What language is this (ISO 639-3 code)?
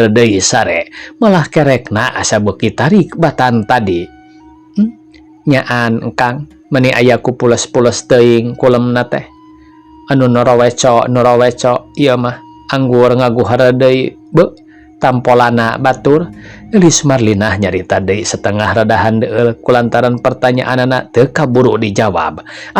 sun